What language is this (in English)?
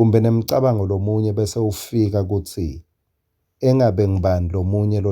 Swati